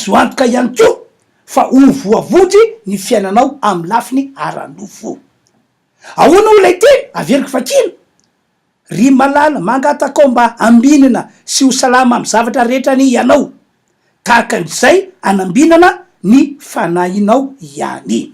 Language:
Malagasy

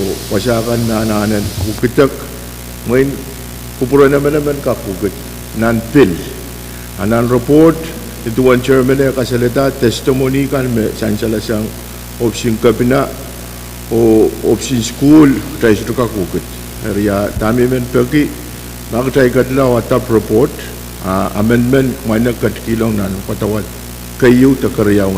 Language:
Pohnpeian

